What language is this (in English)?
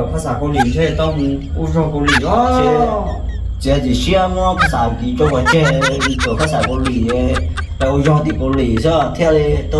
Hmong